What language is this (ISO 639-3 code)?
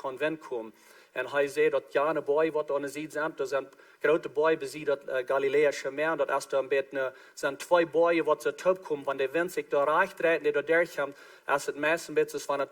pdt